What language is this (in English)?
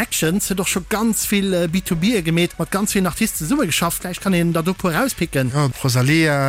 Luxembourgish